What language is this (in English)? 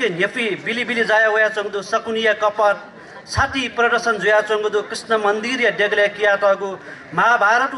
Newari